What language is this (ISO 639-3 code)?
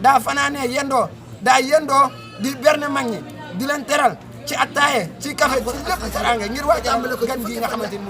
wol